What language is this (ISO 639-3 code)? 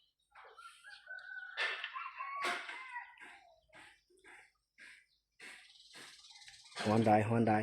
tts